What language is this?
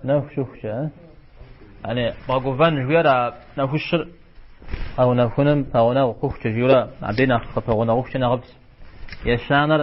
Kabardian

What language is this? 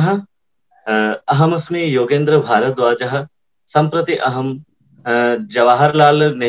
Sanskrit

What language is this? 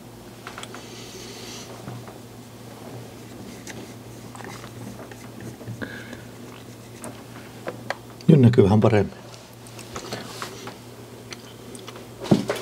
Finnish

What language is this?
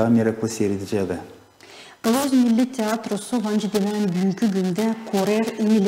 Gagauz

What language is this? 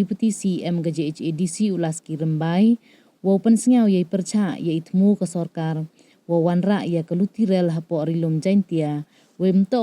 Khasi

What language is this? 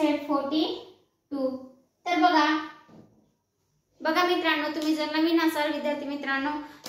Marathi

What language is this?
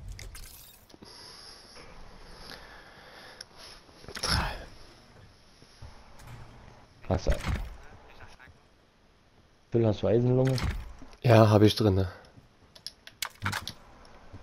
German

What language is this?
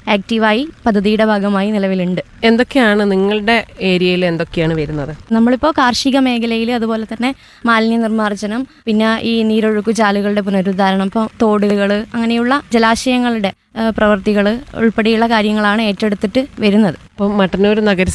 Malayalam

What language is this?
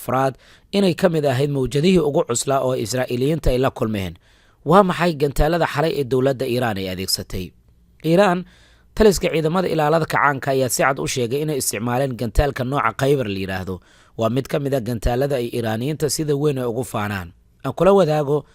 Somali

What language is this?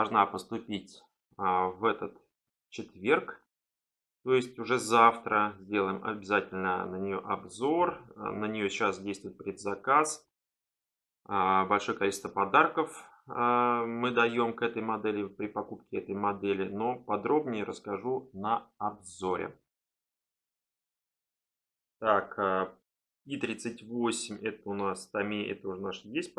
Russian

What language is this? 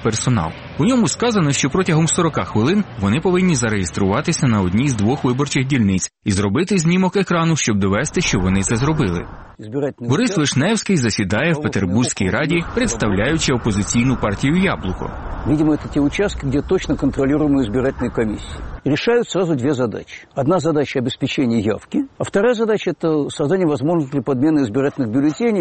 Ukrainian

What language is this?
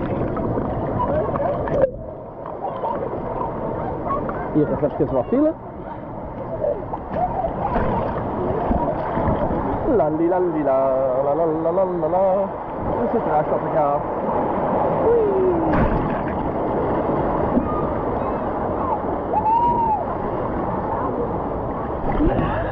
Dutch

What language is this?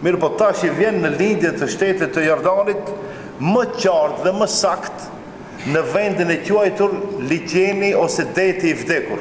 Albanian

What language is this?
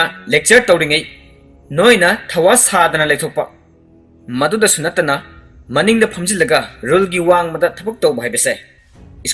Manipuri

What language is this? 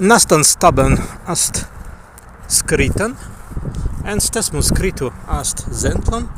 Prussian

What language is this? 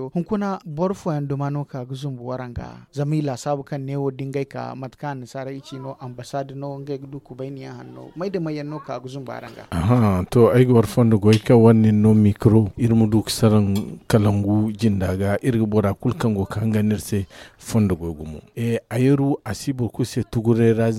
Zarma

